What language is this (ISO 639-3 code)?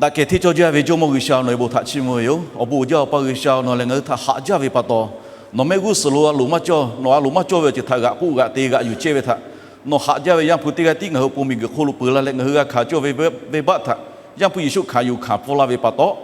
lhu